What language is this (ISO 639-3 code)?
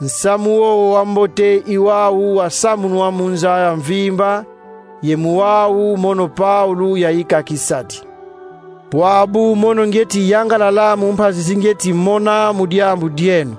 kon